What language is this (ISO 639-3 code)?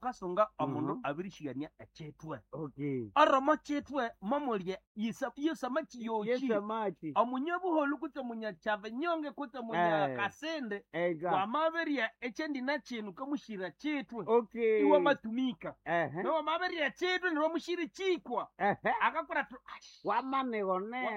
nnb